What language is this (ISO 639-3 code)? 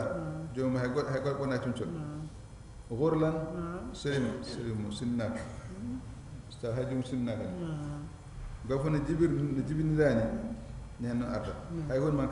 ful